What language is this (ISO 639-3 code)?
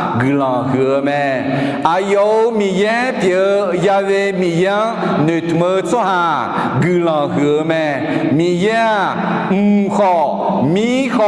ahk